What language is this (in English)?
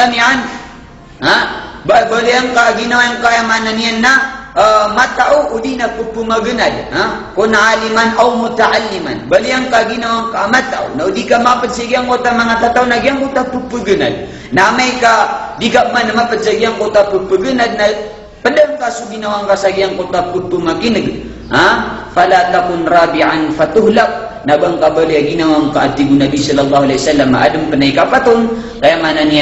Maranao